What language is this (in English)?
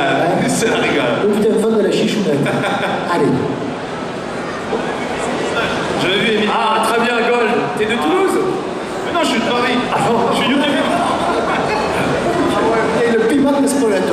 French